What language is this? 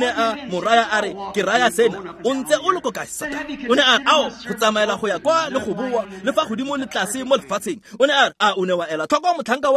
Tswana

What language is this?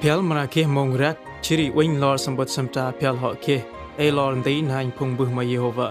Central Mnong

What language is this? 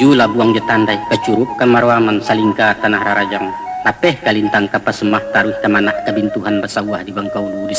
Minangkabau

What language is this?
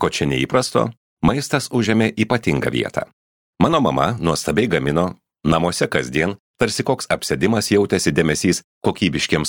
Lithuanian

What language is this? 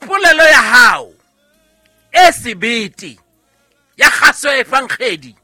Southern Sotho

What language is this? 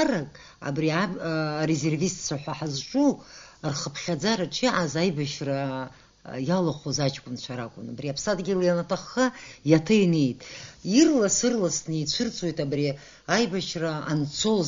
Abkhazian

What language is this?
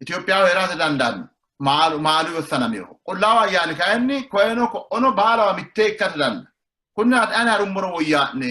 Sidamo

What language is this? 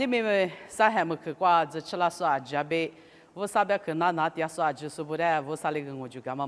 Lisu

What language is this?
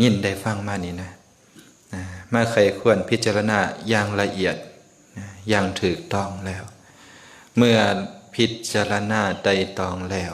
Lao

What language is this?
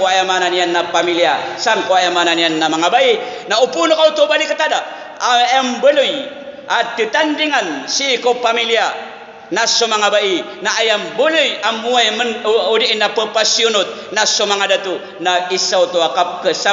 Maranao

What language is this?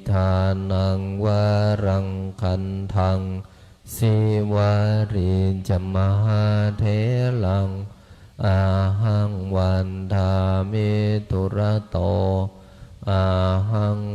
Pali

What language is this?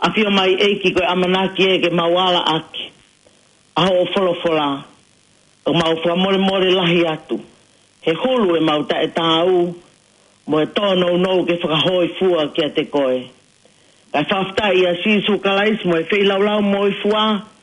Tongan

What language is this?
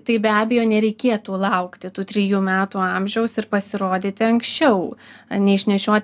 Lithuanian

